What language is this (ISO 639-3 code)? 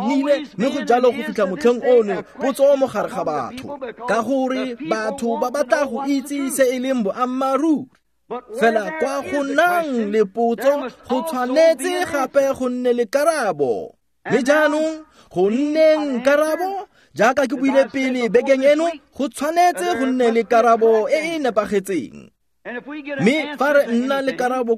tsn